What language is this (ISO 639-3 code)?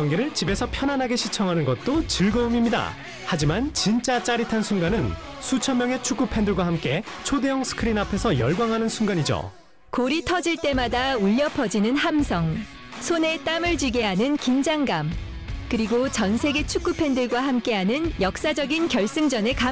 kor